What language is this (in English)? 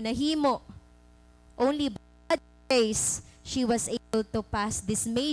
Waray